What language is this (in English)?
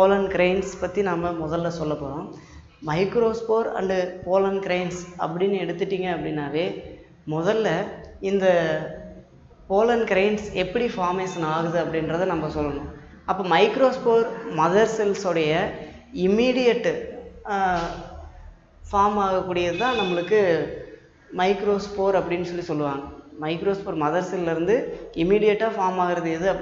Tamil